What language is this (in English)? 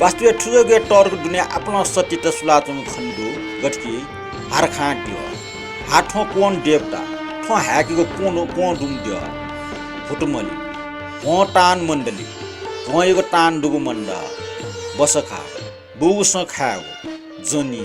Newari